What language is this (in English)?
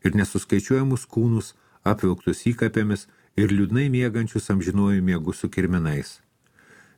Lithuanian